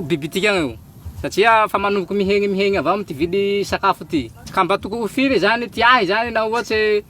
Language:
Malagasy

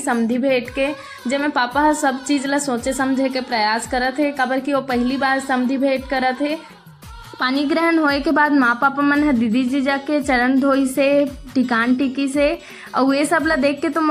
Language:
Chhattisgarhi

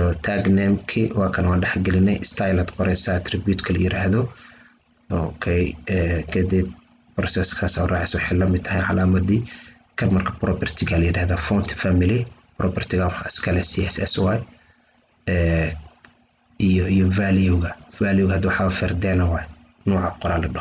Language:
Somali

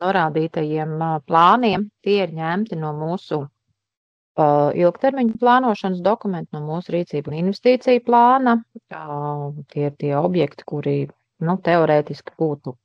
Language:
Latvian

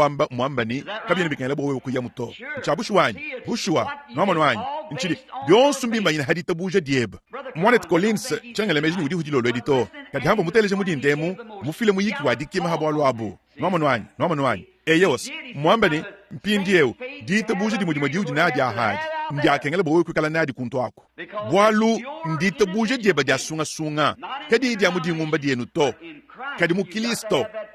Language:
Luba-Lulua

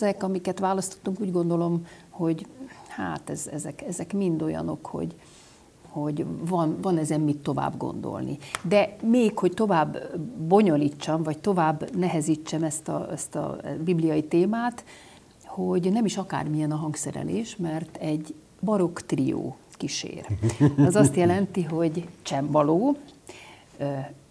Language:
Hungarian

